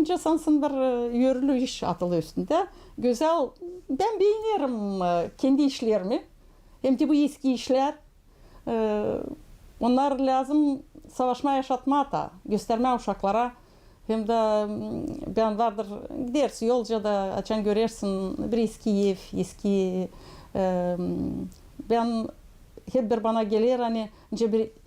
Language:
Gagauz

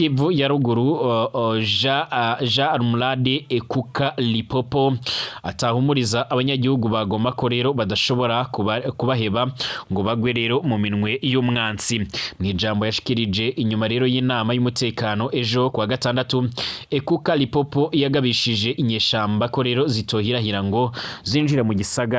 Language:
Rundi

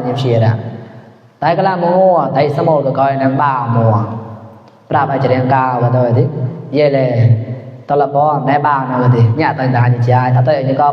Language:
Mon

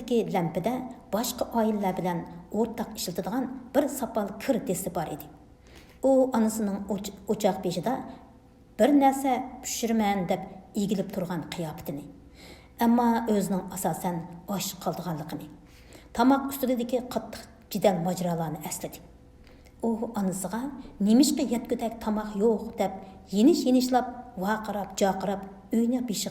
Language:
Uyghur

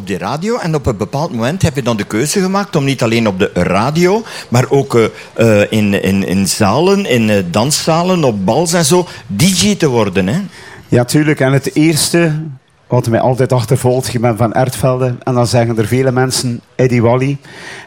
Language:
Dutch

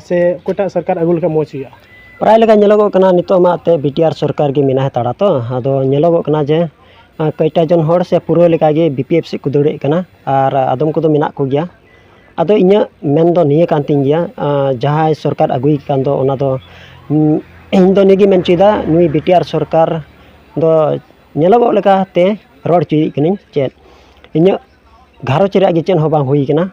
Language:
Santali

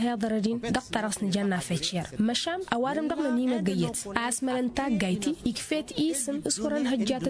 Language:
Tamasheq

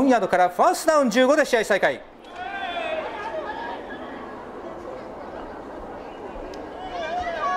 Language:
Japanese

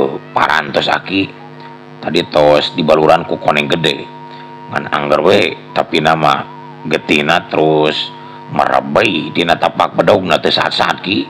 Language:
Sundanese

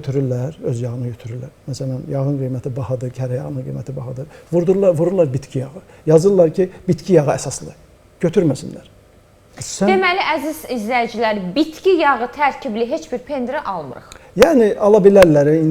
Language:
Azerbaijani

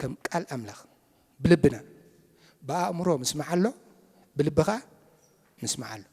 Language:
Tigrinya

